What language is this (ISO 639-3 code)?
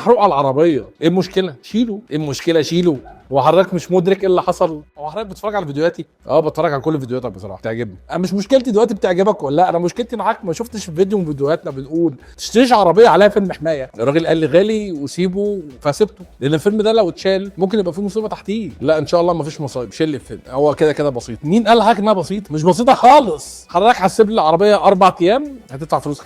arz